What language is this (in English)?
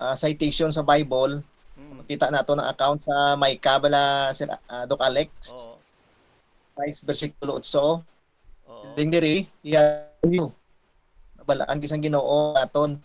Hiligaynon